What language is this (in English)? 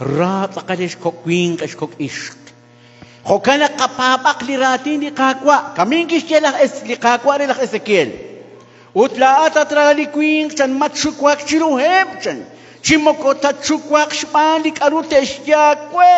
Kekchí